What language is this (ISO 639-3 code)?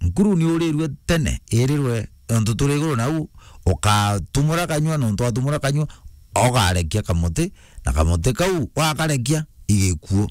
mer